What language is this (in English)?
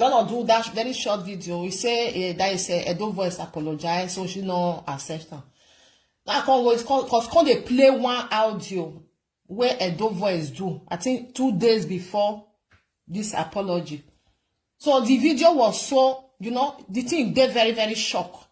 Nigerian Pidgin